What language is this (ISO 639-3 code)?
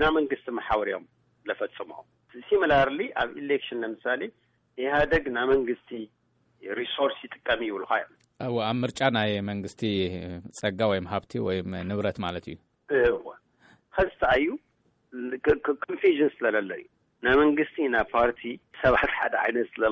tir